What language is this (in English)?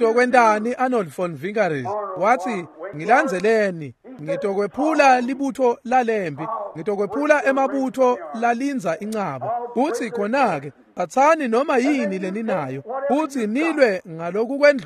Swati